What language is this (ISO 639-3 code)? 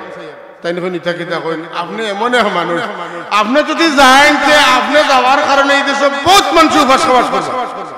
syl